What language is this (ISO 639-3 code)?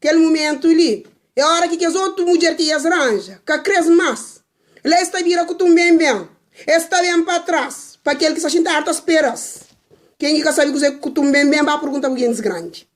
kea